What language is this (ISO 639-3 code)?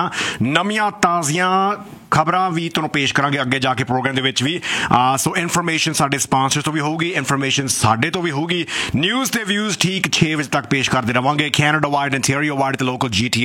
pan